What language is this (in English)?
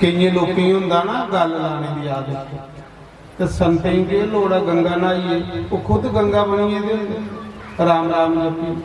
Dogri